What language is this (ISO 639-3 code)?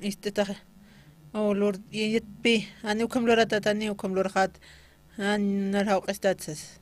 aym